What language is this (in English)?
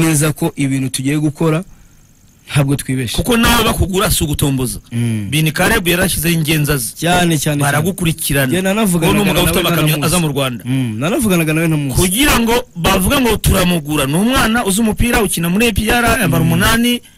Kinyarwanda